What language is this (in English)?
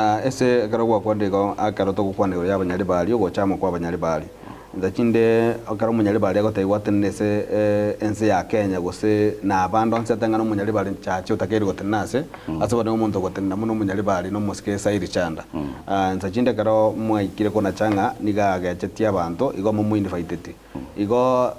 Gusii